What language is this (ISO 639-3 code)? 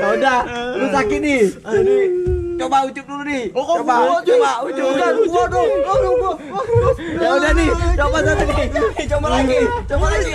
bew